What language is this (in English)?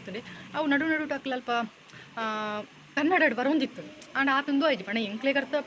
Tulu